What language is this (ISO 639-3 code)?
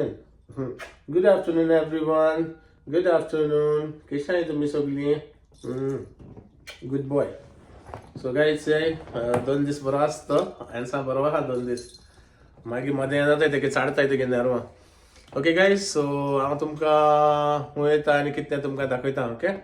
kok